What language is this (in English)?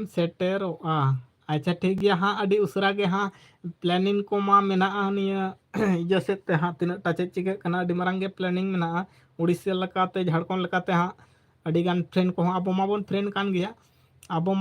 Santali